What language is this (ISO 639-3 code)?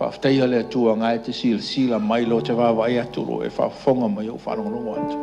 smo